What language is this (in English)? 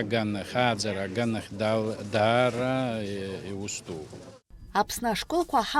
Abkhazian